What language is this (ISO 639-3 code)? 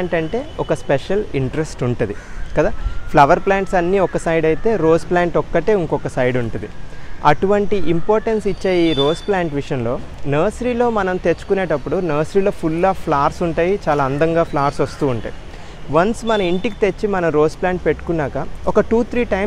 tel